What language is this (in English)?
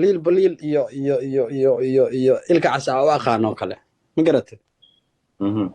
Somali